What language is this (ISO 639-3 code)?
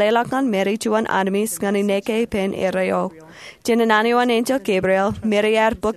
mah